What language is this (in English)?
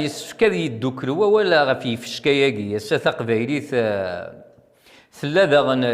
Kabyle